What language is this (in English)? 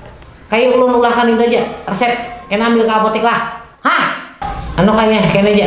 Banjar